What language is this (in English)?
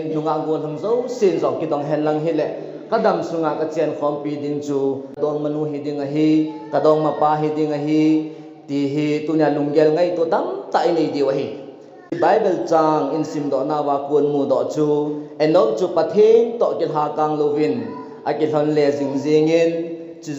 Thado Chin